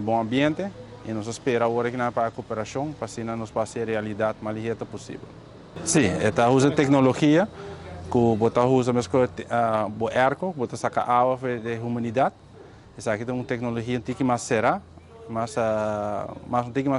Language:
Papiamento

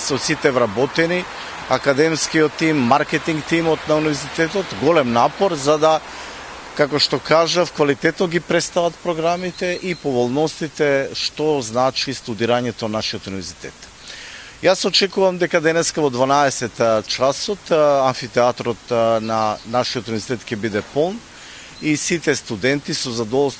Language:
Macedonian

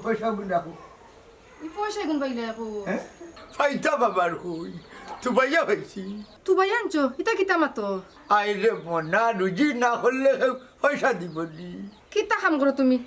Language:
Sylheti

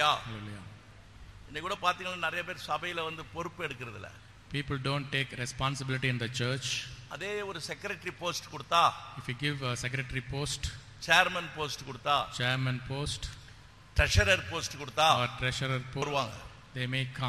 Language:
Tamil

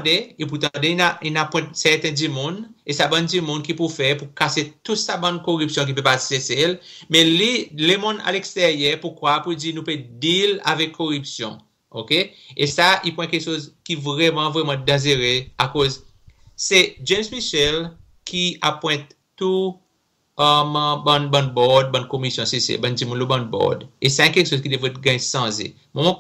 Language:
Seselwa Creole French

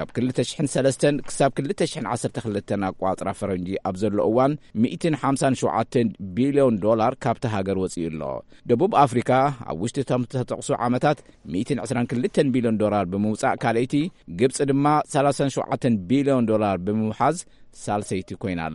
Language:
Tigrinya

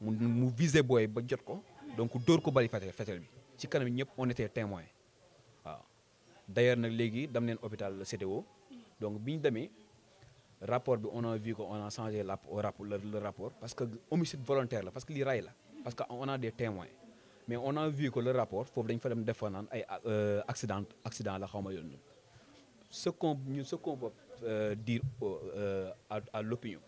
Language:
Wolof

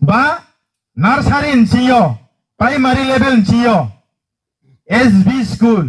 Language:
Riang (India)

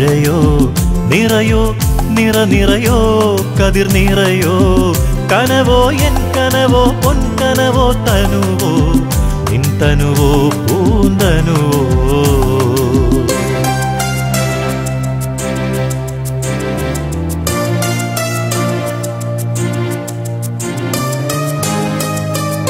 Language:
Malayalam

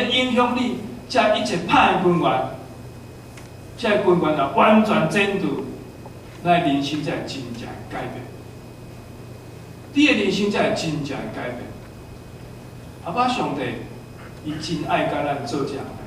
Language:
Min Nan Chinese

